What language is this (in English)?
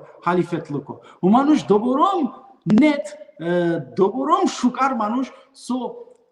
Balkan Romani